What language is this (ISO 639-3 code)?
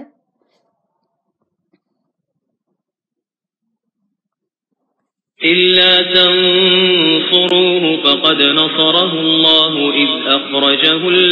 urd